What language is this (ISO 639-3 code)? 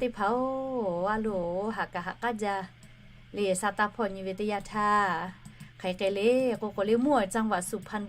lhu